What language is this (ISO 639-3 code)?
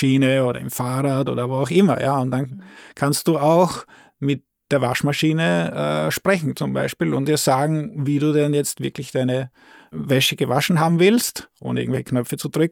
deu